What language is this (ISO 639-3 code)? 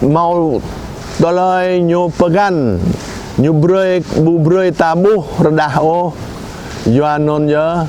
jra